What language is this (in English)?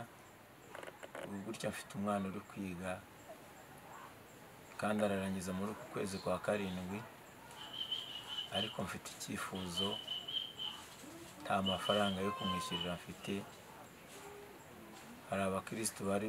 Kinyarwanda